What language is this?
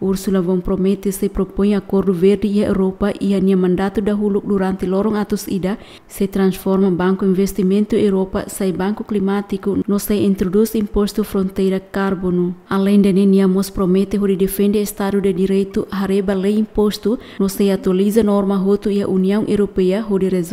Tetum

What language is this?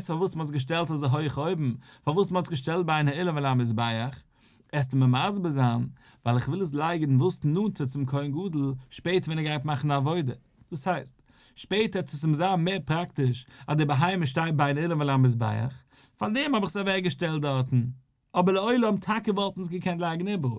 Yiddish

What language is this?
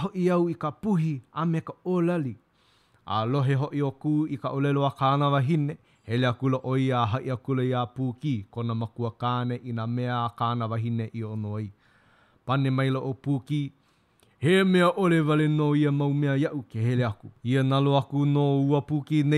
Hawaiian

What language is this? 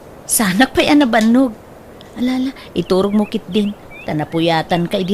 Iloko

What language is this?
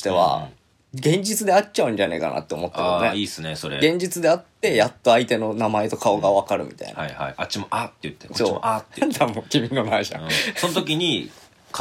Japanese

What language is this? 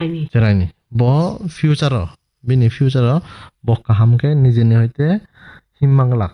Kok Borok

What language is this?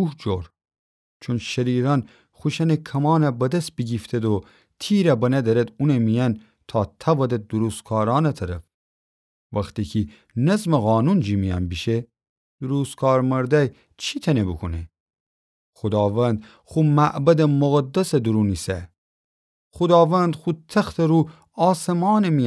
Gilaki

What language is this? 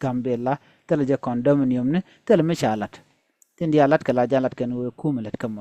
Nuer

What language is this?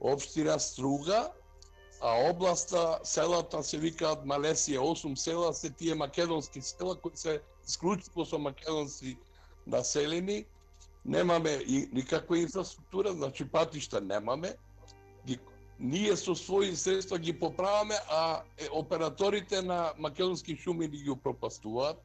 Macedonian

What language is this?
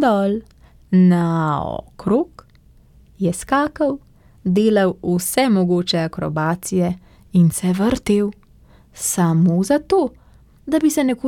Slovenian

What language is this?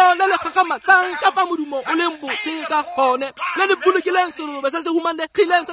Tswana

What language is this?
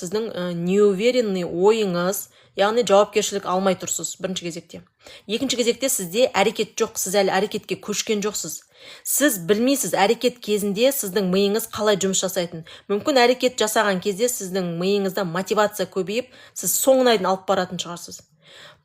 Kazakh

